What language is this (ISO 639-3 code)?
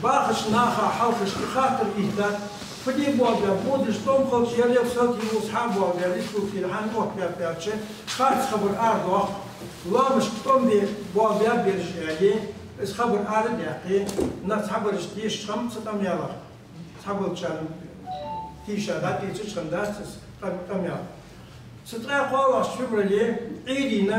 inh